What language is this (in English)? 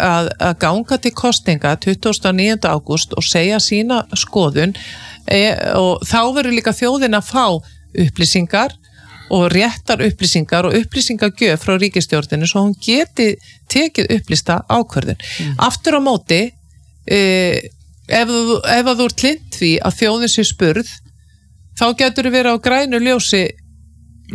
Icelandic